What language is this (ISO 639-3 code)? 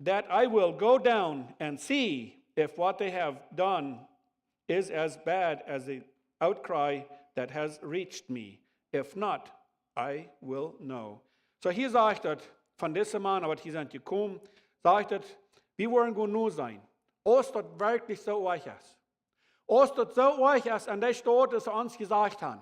pdt